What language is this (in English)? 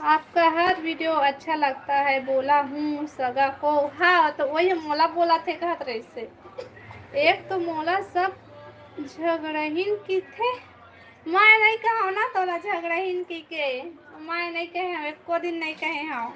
Chhattisgarhi